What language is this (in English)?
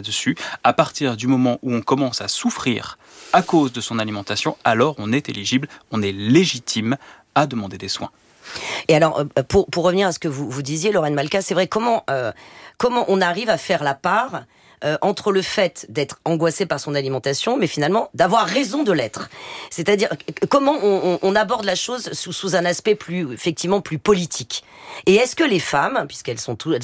French